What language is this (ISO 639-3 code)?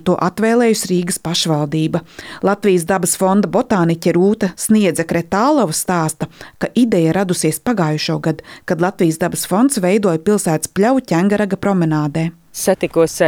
lav